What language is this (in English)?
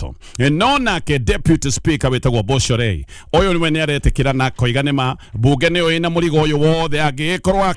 Kikuyu